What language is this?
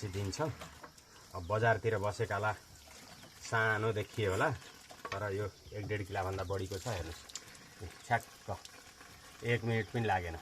Nepali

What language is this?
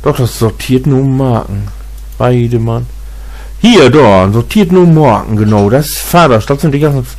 Low German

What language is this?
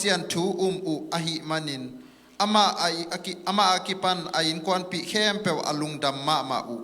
Tedim Chin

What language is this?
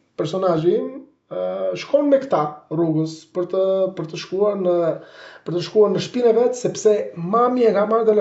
Albanian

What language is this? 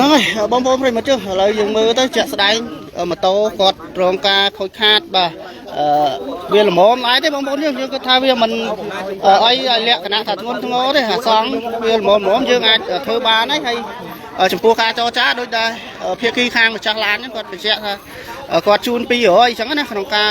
Khmer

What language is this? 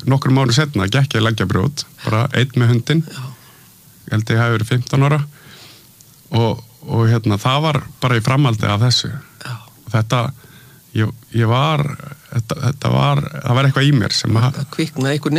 Icelandic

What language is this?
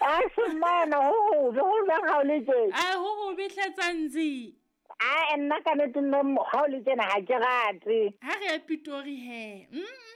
Southern Sotho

